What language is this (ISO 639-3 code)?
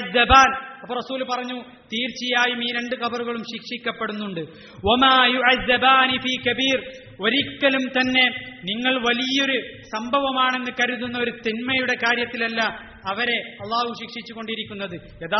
mal